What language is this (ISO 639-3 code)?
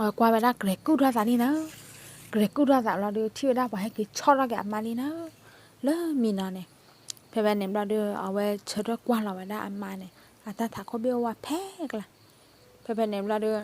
ksw